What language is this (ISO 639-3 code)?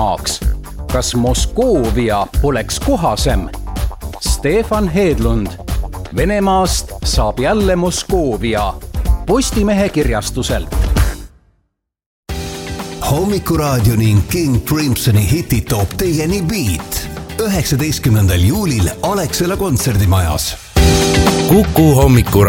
est